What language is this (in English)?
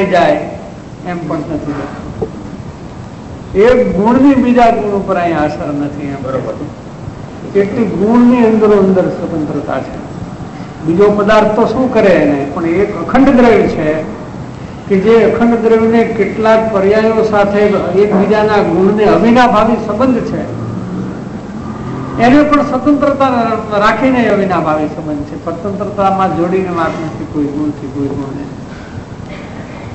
Gujarati